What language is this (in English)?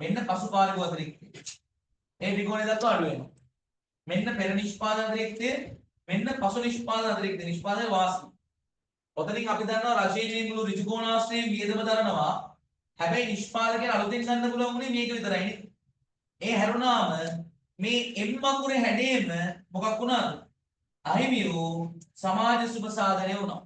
Sinhala